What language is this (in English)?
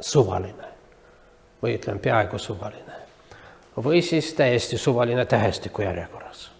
Estonian